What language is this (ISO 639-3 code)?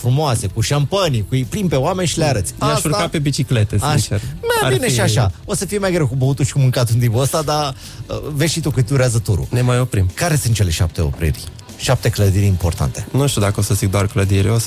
ron